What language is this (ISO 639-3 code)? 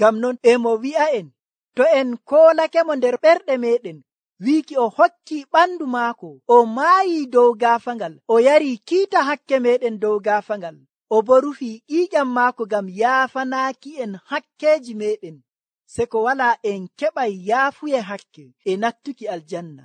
fuv